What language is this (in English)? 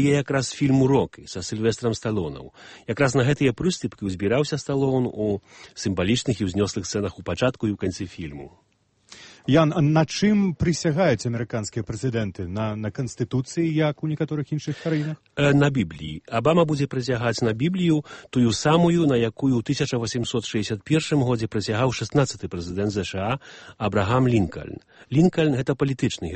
Belarusian